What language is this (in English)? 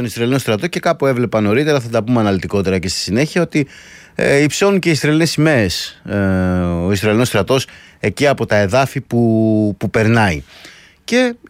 Greek